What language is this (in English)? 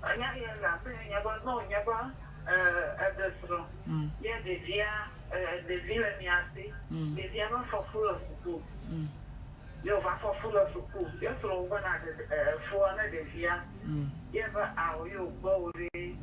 Ewe